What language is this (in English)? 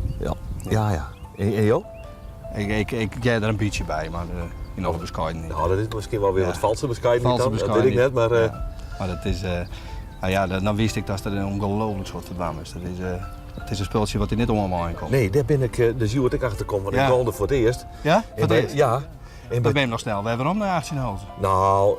Western Frisian